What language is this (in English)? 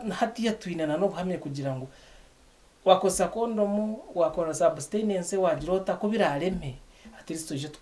Nyankole